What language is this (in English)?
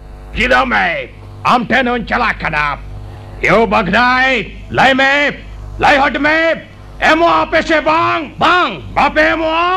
Santali